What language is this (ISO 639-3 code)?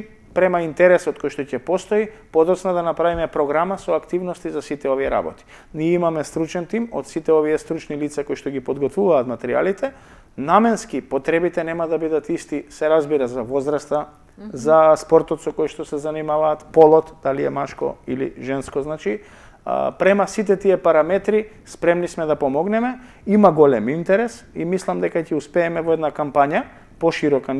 mkd